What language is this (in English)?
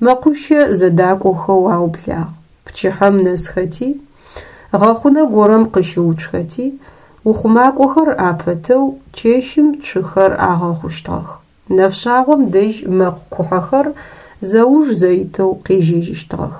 Adyghe